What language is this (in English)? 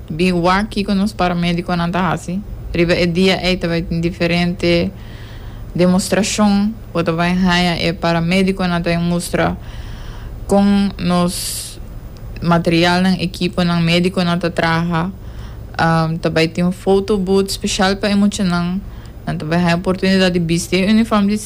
Papiamento